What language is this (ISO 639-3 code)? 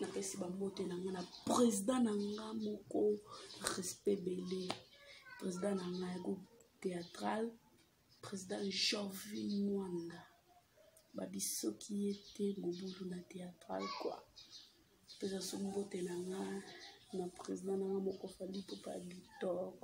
lin